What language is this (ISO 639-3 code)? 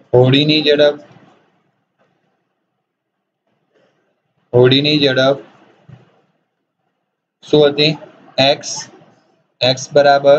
guj